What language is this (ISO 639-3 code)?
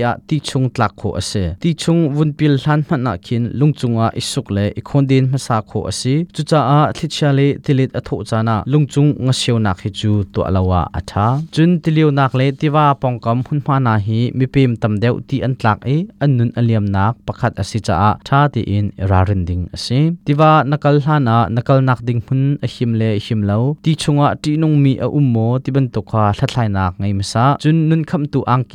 cnh